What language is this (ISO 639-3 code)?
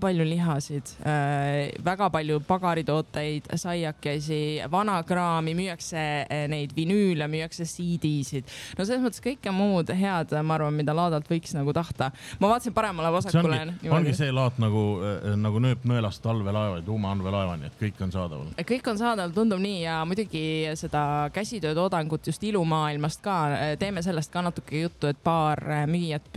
est